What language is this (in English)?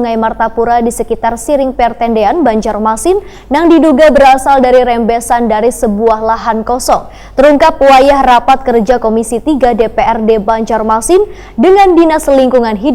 Banjar